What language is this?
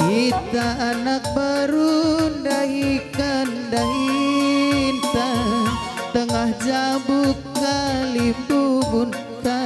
Batak Karo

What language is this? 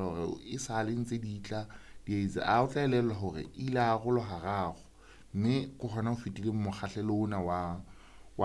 Southern Sotho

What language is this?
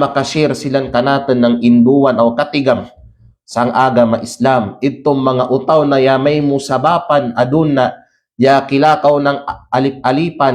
Kalagan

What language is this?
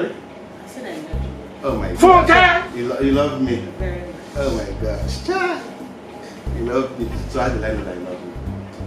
Nigerian Pidgin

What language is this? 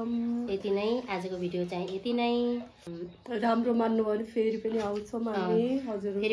Nepali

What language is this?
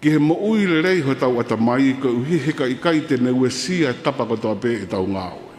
Tongan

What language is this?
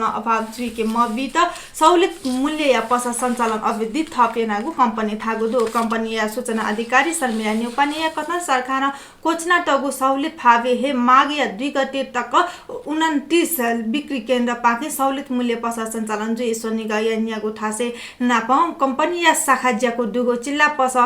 Newari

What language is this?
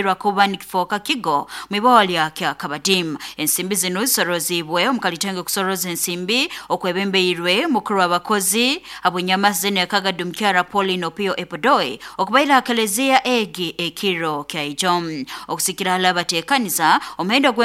Nyoro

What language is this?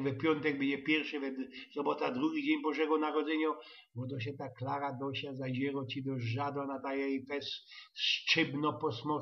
Silesian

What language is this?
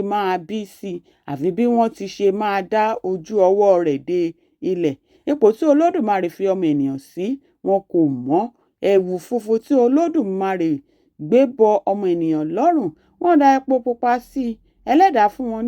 Yoruba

